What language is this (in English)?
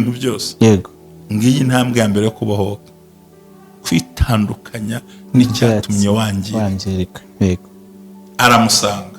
Kinyarwanda